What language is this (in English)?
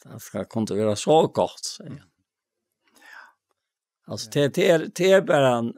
Faroese